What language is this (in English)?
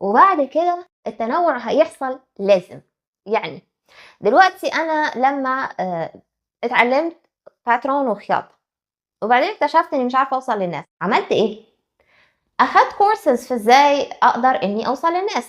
Egyptian Arabic